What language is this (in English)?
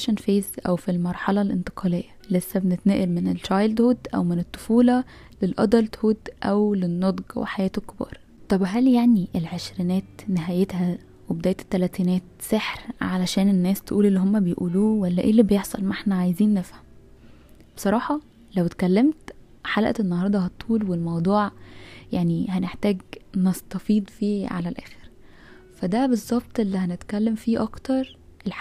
Egyptian Arabic